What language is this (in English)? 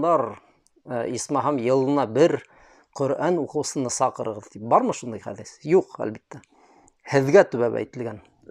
Bashkir